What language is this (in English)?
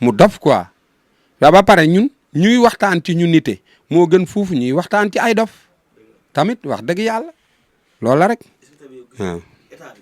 Wolof